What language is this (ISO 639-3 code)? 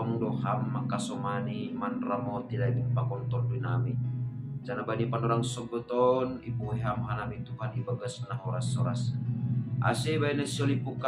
bts